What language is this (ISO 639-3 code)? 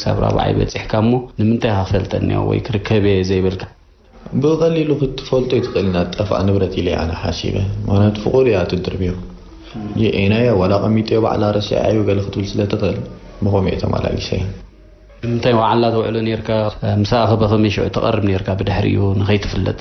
tir